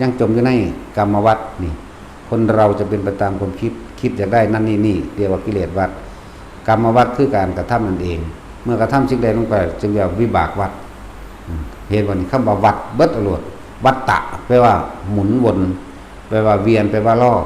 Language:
Northeastern Thai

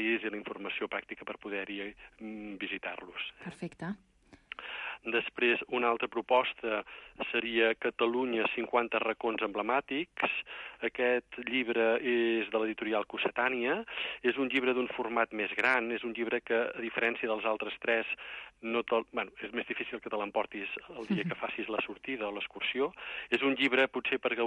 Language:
Catalan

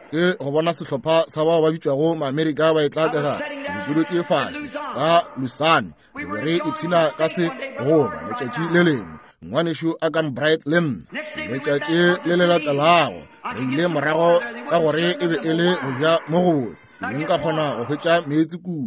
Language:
Northern Sotho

